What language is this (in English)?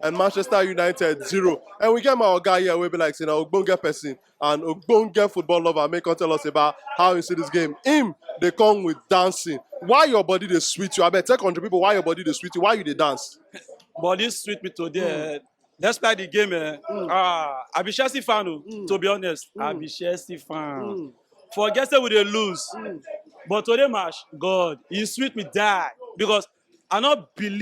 Nigerian Pidgin